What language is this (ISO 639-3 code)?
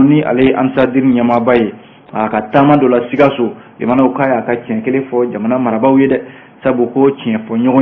bam